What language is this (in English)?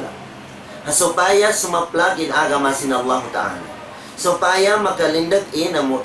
Tausug